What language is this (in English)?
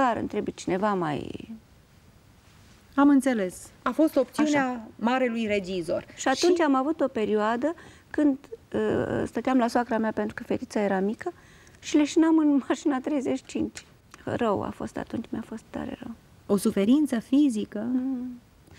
Romanian